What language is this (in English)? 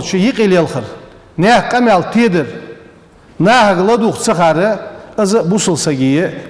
Ingush